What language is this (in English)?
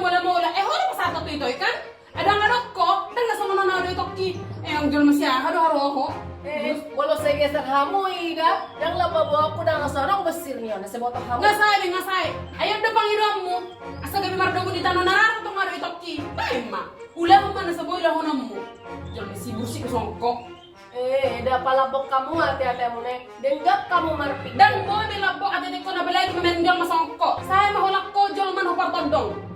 Batak Toba